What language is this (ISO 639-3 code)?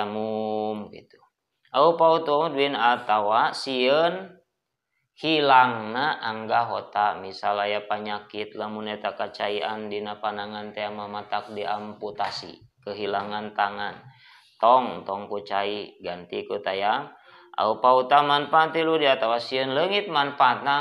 sun